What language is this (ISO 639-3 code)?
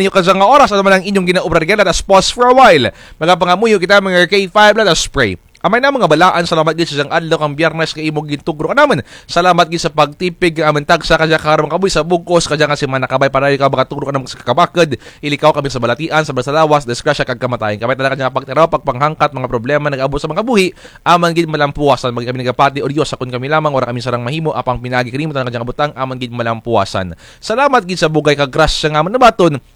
krj